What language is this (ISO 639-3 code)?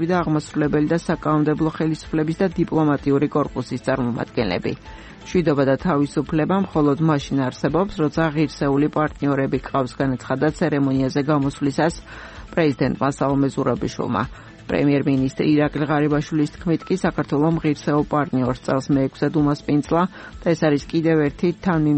kat